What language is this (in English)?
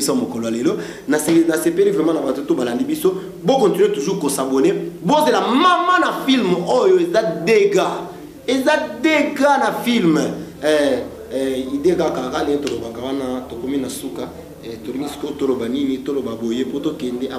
Lingala